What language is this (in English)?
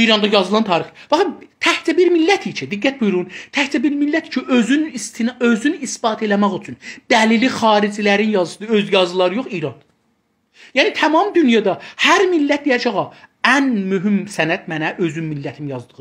South Azerbaijani